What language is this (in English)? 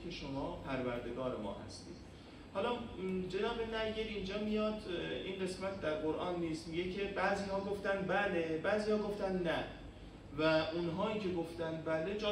Persian